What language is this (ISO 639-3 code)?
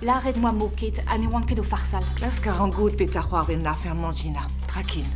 bre